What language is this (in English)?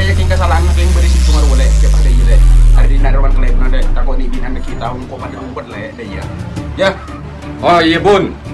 Madurese